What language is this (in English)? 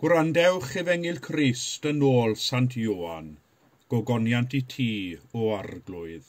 Welsh